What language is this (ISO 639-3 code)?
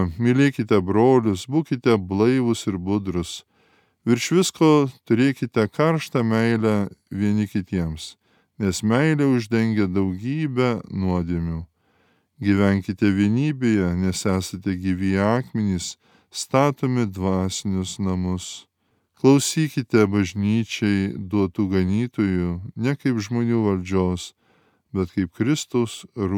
lit